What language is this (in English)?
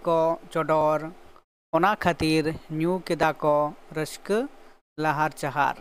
Santali